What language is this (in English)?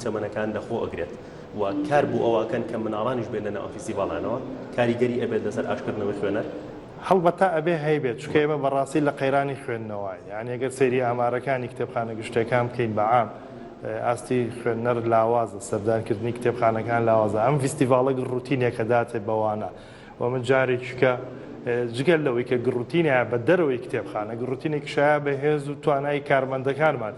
Central Kurdish